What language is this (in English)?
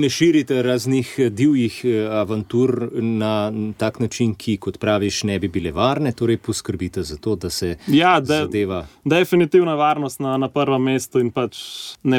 Slovenian